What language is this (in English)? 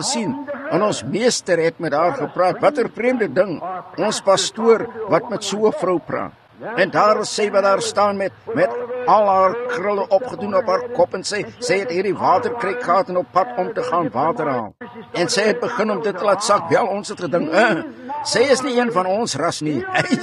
Afrikaans